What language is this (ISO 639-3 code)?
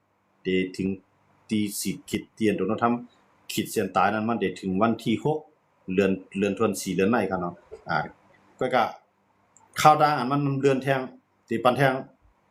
shn